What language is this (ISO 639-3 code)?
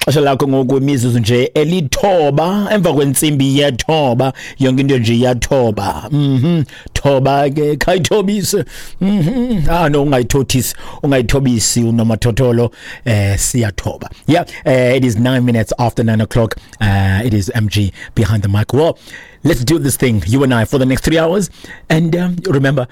xho